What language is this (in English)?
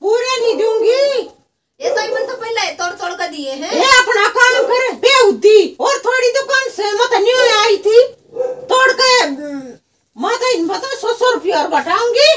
Haryanvi